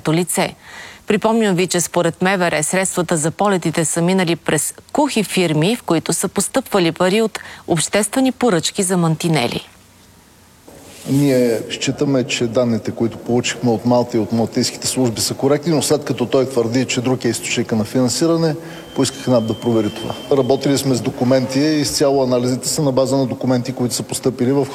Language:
Bulgarian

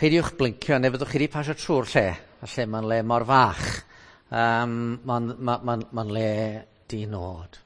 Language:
Welsh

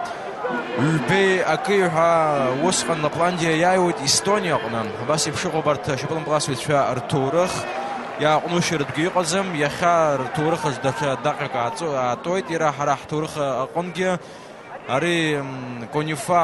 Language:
Abkhazian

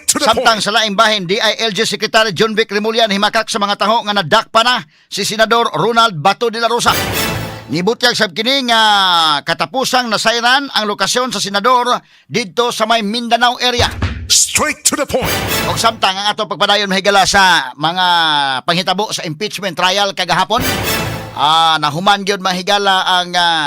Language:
Cebuano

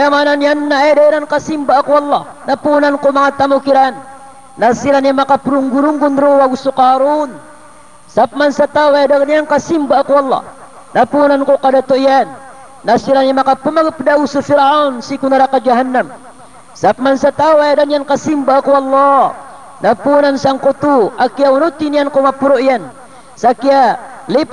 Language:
Maranao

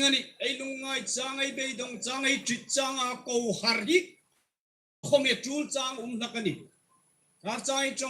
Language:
Hmar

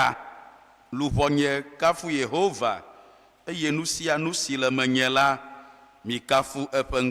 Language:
Ewe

